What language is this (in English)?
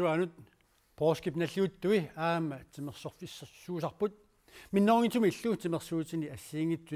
Kalaallisut